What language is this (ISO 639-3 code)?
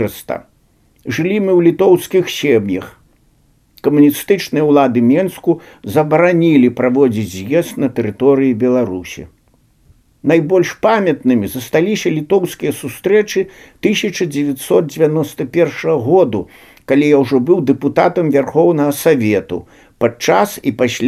bel